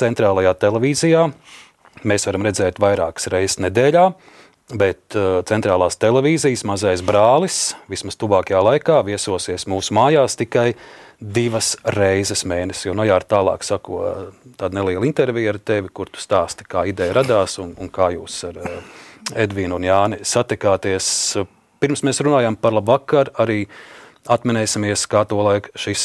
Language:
Latvian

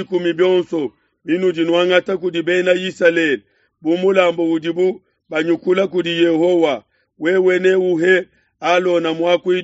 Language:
Luba-Lulua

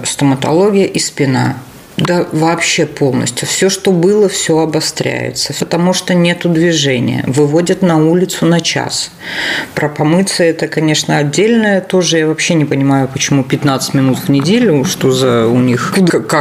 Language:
Russian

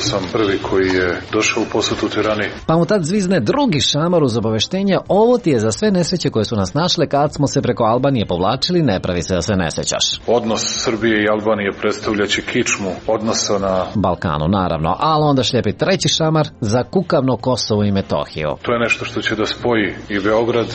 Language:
Serbian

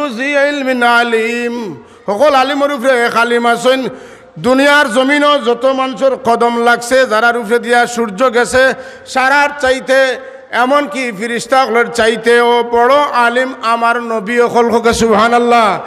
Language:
Sylheti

